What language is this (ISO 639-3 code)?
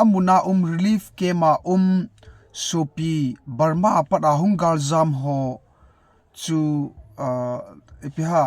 tcz